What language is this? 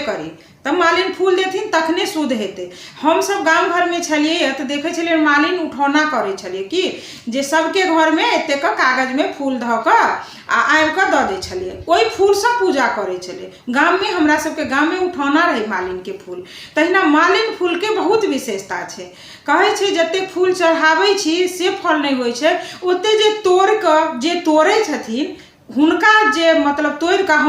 Maithili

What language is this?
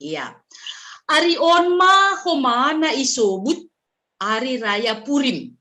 Batak Simalungun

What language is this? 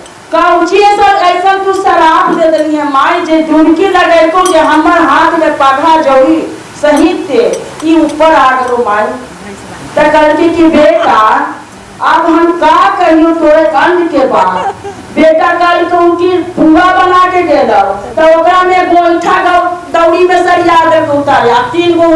Magahi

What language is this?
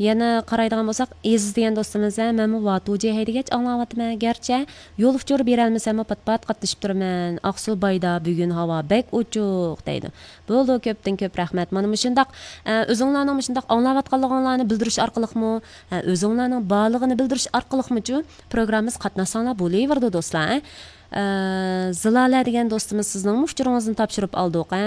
Uyghur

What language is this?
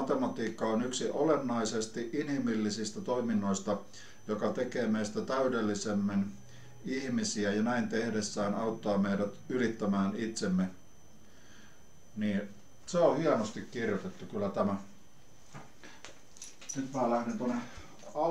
Finnish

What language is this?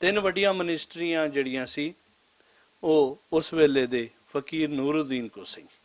Western Panjabi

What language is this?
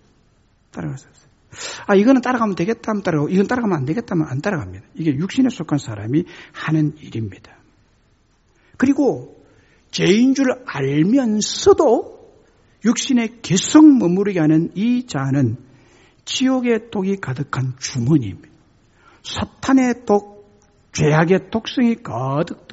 Korean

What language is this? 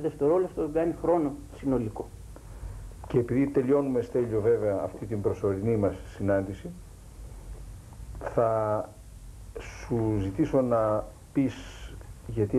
Greek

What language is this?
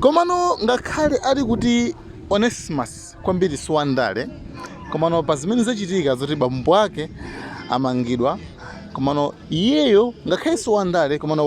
Nyanja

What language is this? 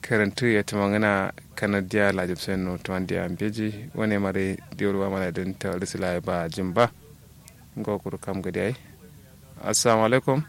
Kanuri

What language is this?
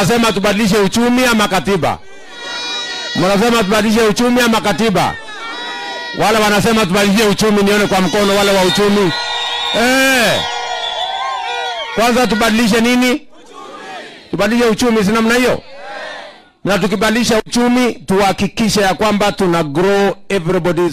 Swahili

